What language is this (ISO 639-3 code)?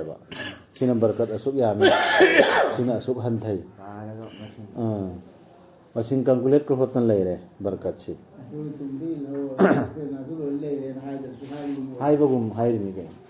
mni